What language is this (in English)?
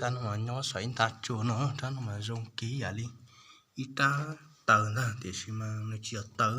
Hmong